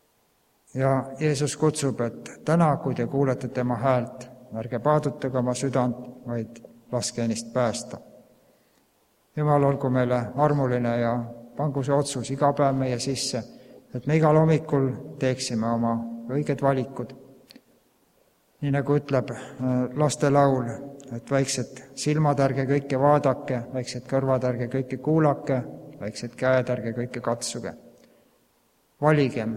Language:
Estonian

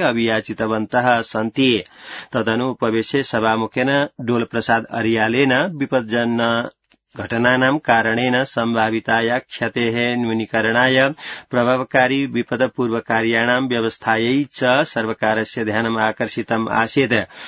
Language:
Sanskrit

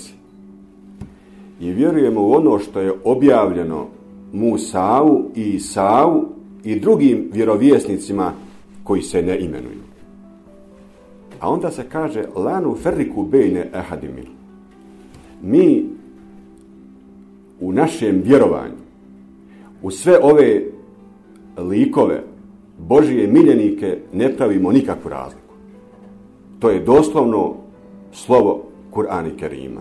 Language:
Bosnian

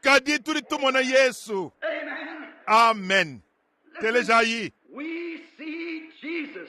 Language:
Luba-Lulua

